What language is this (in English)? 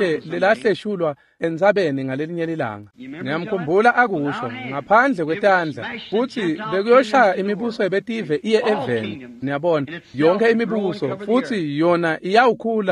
Swati